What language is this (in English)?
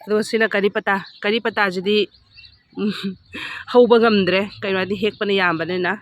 Manipuri